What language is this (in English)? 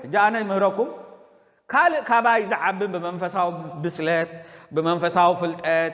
Tigrinya